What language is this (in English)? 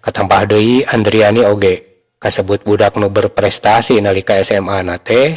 Sundanese